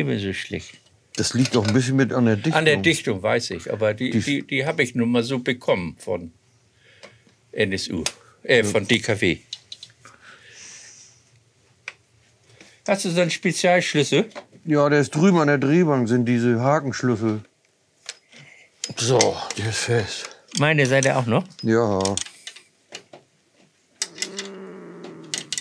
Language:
German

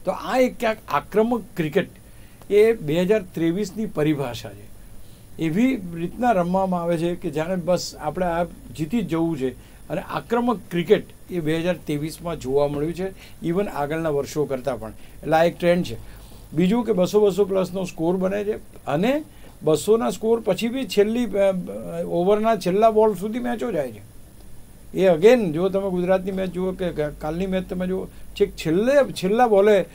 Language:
Gujarati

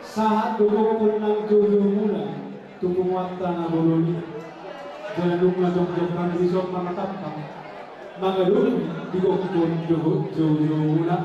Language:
Batak Toba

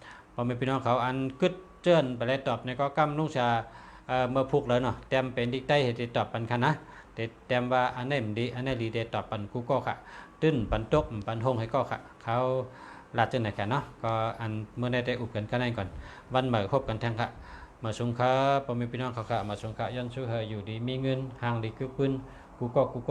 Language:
Shan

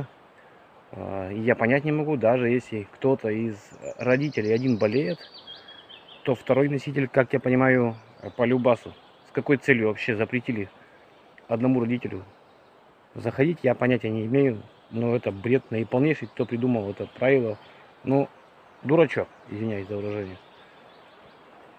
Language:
Russian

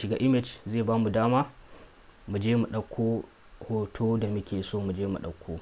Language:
Hausa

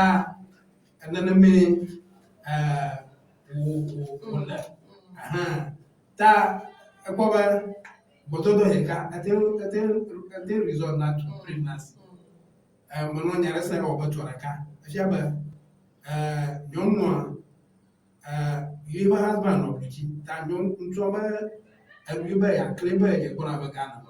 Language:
Ewe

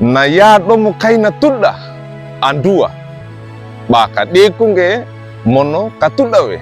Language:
Wejewa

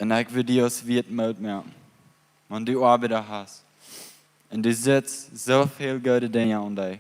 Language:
Plautdietsch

